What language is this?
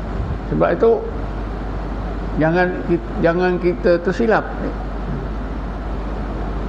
Malay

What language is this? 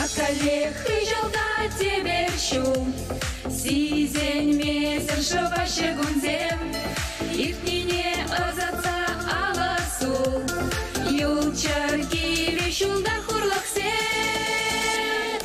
Chuvash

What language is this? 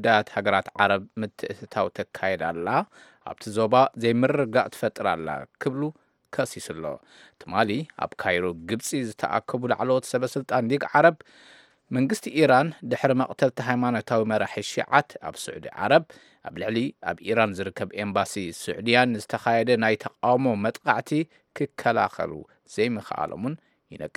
Tigrinya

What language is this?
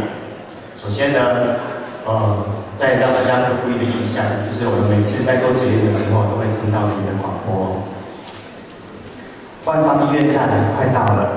Chinese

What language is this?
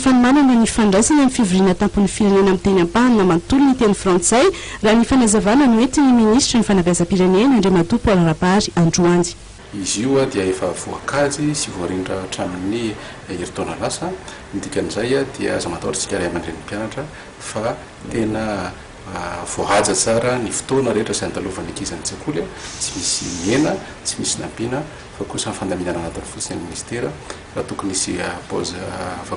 Malagasy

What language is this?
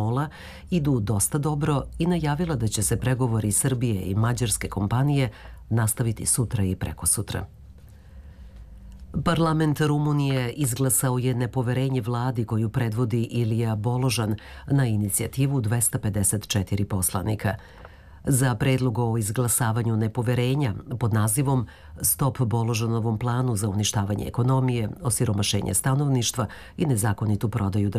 Serbian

